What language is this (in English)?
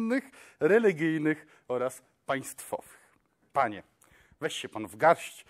Polish